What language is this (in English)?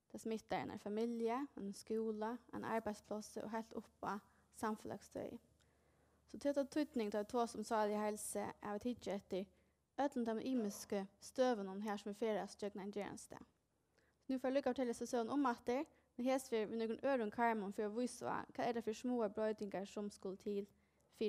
Faroese